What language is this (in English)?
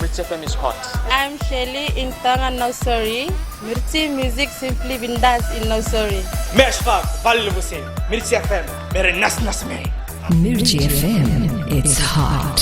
Fijian